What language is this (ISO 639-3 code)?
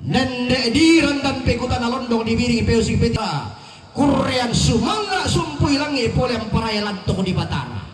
sda